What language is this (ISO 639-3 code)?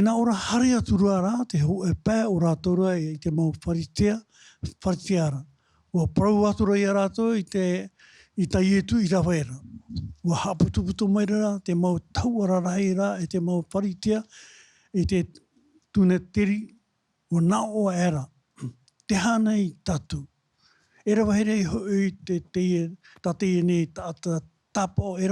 tah